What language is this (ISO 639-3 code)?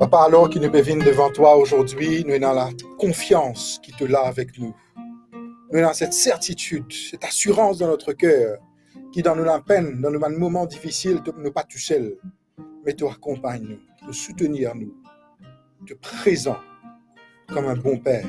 mfe